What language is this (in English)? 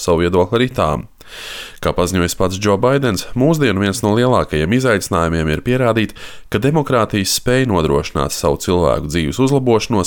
Latvian